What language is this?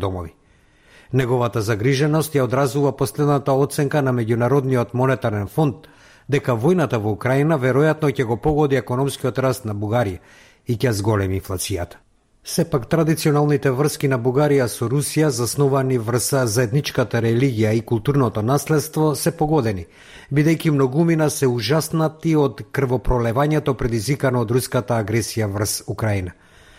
Macedonian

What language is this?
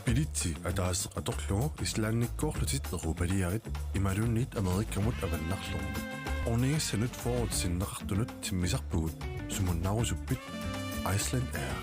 Kalaallisut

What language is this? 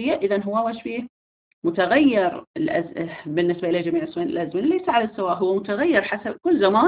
Arabic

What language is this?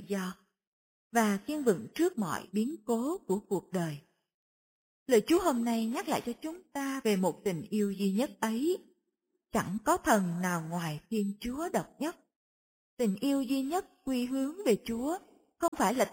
Vietnamese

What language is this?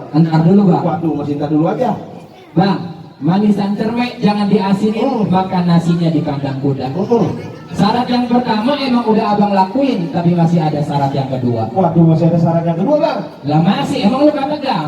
Betawi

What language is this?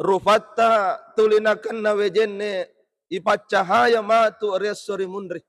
Buginese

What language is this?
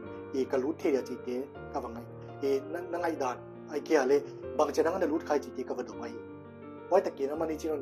Paite Chin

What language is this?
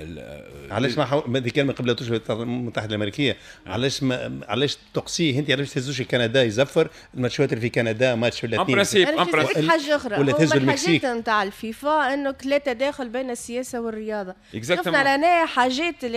Tunisian Arabic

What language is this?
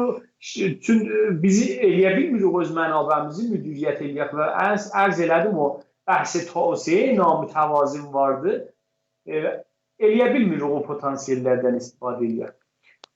South Azerbaijani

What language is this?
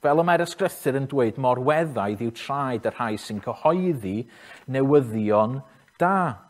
Welsh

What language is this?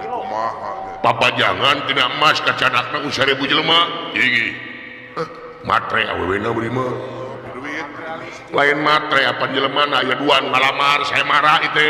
Sundanese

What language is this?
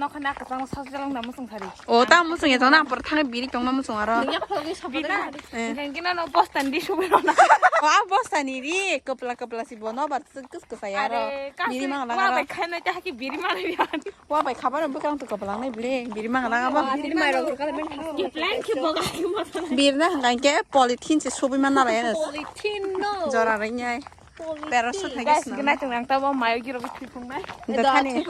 Kok Borok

